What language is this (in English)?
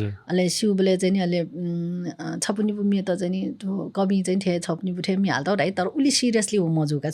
Newari